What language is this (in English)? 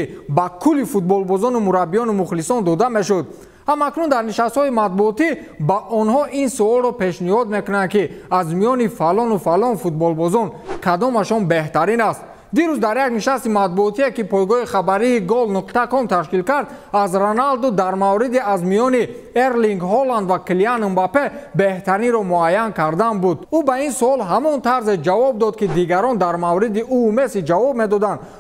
Tajik